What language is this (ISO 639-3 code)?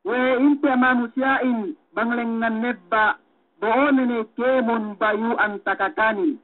yka